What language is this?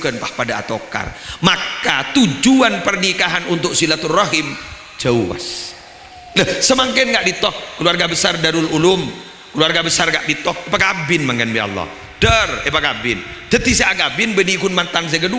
Madurese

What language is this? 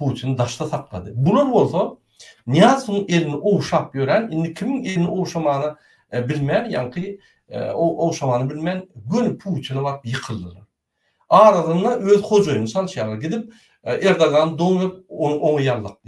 Turkmen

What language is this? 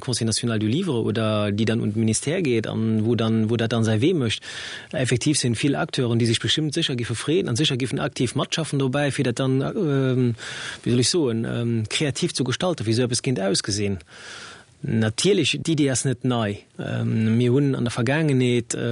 Luxembourgish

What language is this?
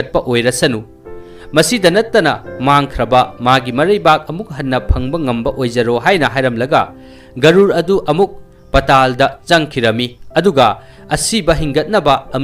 Manipuri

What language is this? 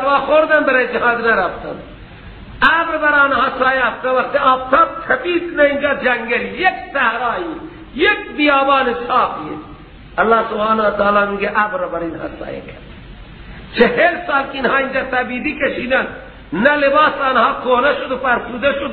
Persian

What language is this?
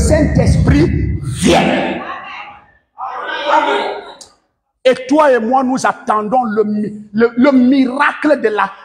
French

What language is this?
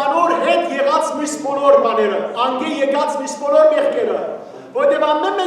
Western Armenian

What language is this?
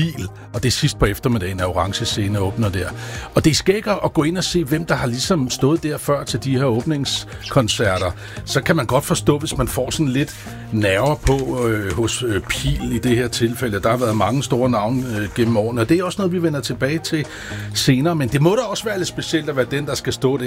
Danish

